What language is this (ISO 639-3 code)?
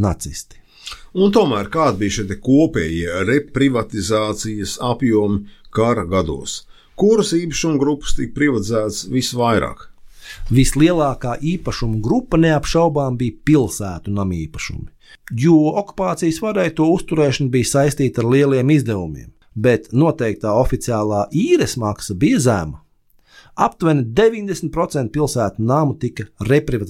lav